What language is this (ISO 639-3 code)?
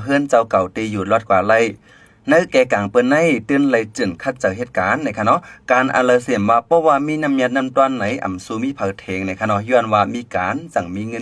shn